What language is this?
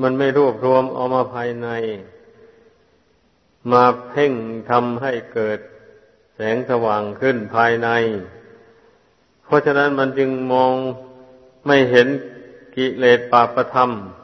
Thai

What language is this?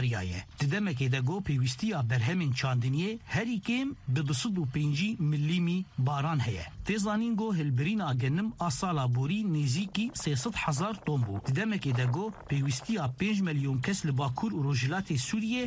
Kurdish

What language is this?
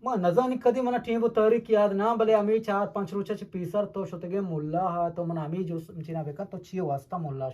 Eastern Balochi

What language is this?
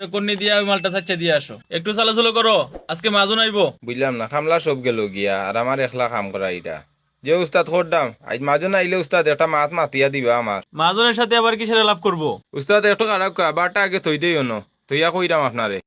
Sylheti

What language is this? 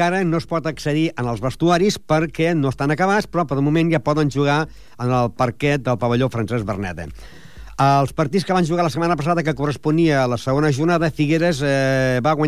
Catalan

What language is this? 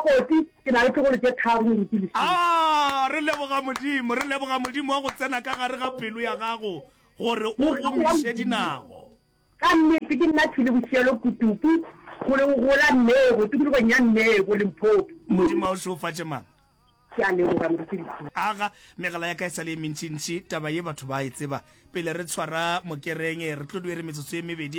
Northern Sotho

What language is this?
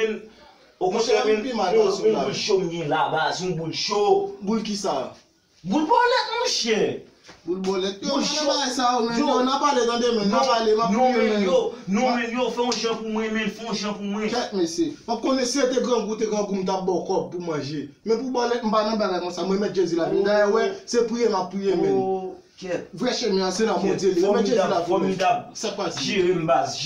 Haitian Creole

